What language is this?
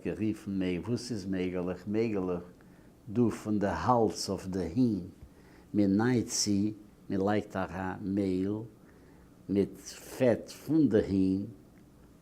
Yiddish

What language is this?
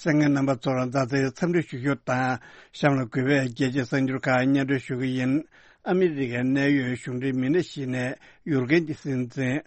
Tibetan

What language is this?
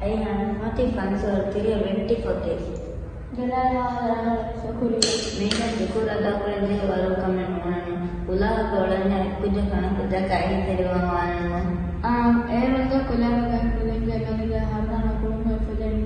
Divehi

